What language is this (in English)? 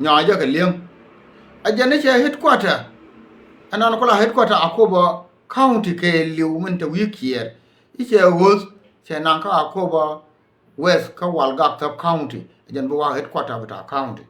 Nuer